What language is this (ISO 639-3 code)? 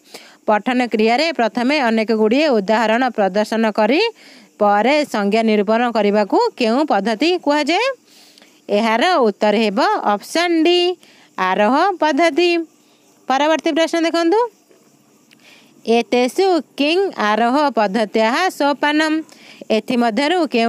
ori